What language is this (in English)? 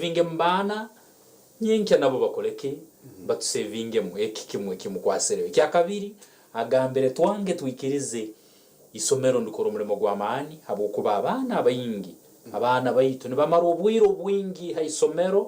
Nyankole